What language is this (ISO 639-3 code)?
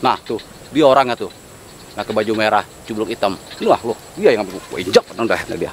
bew